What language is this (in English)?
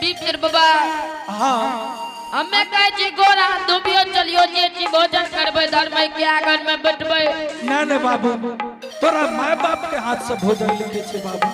Angika